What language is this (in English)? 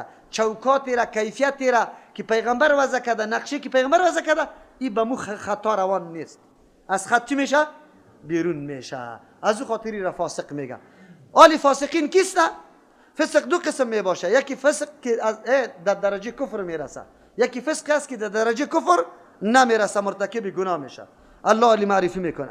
Persian